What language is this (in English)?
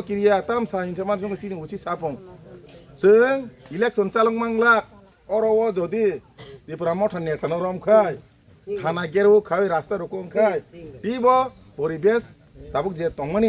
Kok Borok